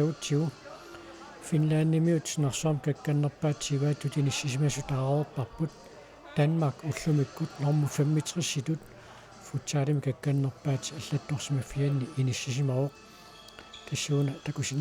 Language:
Kalaallisut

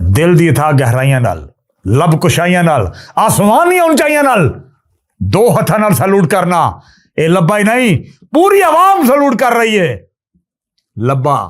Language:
Western Panjabi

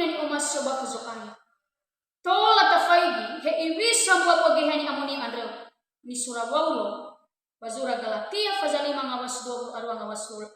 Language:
Nias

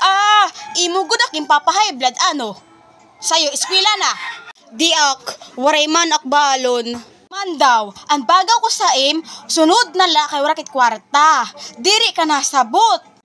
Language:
Waray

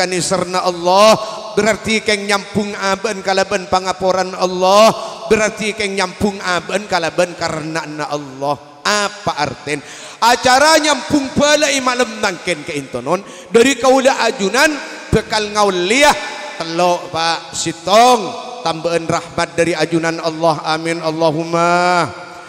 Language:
Madurese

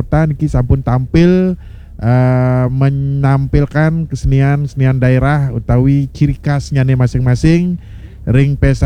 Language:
Balinese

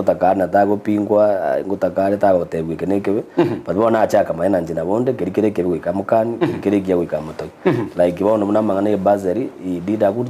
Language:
Gusii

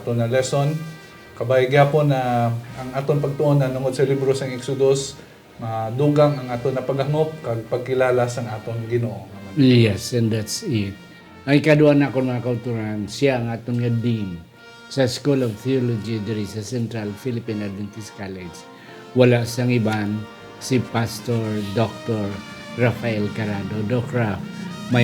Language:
Hiligaynon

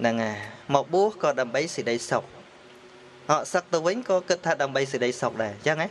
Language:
Khmer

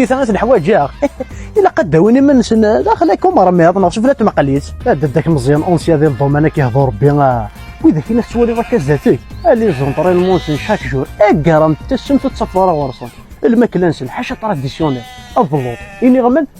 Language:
Kabyle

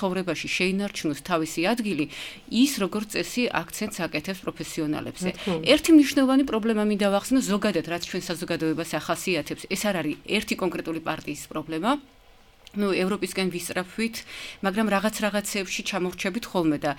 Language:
Georgian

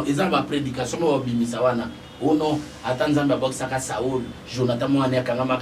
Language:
Lingala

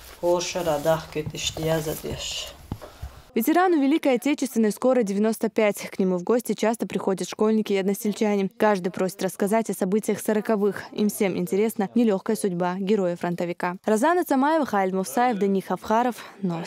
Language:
Chechen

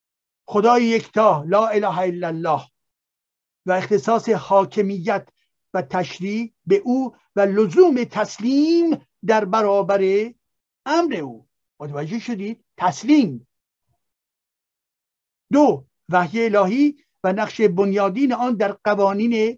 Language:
Persian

